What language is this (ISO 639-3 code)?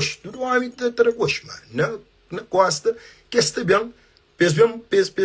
kea